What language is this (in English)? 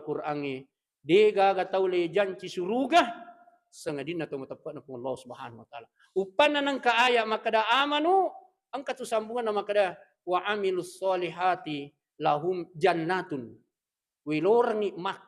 Buginese